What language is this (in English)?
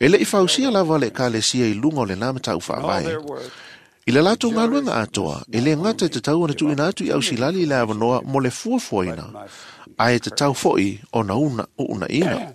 Samoan